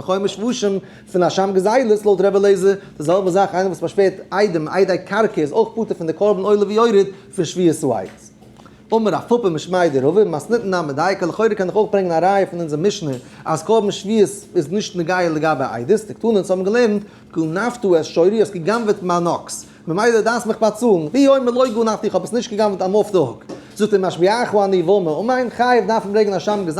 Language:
Yiddish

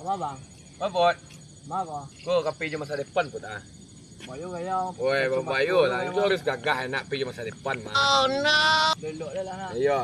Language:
Minangkabau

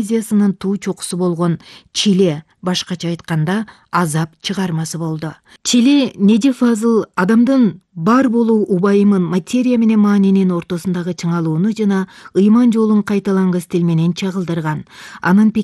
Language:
Kyrgyz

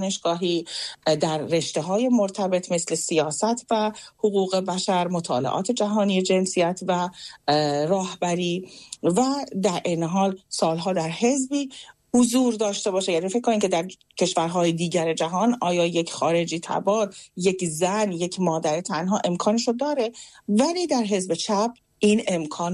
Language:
Persian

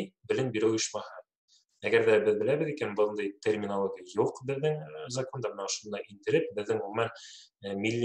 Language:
Bashkir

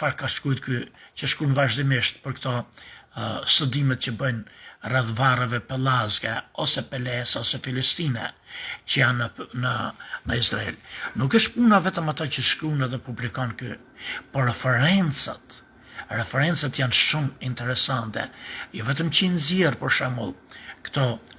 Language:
Albanian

